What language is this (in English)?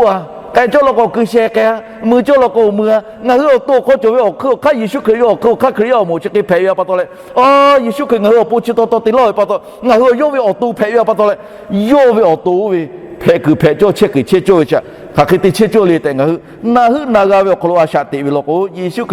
Lahu